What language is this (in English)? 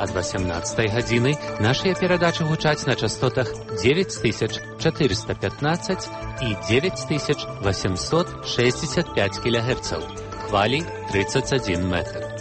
Belarusian